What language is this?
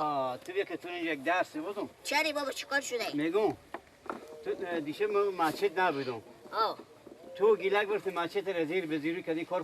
Persian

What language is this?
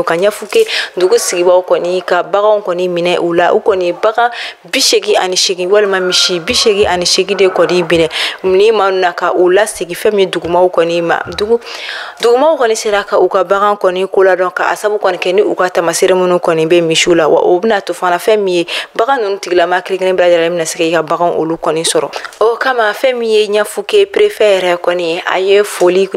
Bambara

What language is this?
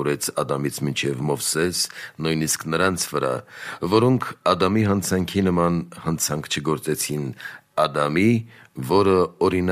Armenian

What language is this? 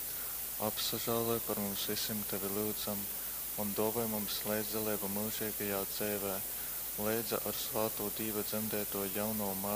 Latgalian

